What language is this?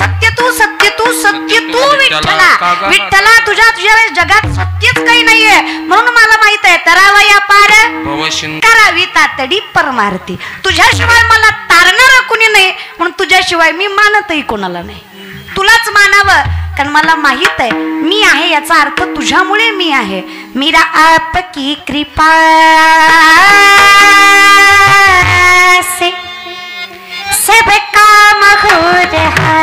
Marathi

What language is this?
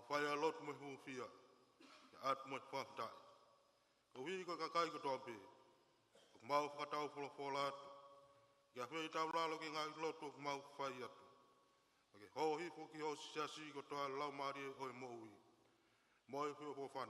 Tongan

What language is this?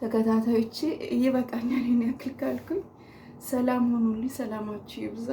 Amharic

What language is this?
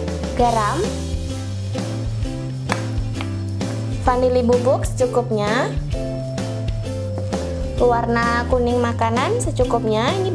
Indonesian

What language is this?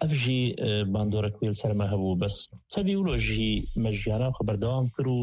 Kurdish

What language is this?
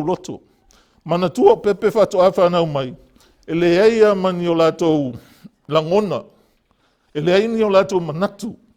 Samoan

